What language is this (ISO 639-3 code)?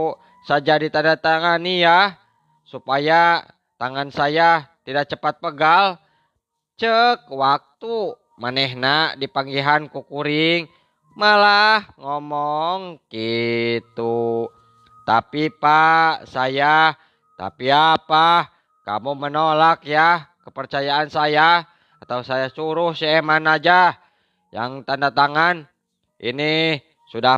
sun